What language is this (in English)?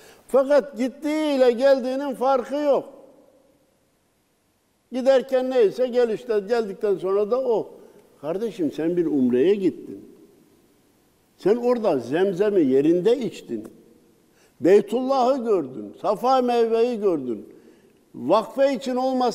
Turkish